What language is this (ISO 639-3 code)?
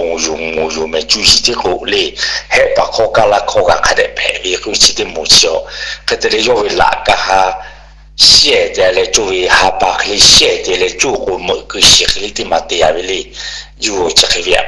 lhu